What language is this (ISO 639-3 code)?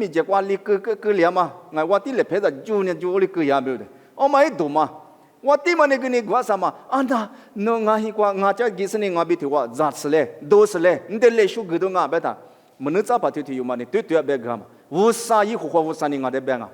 lis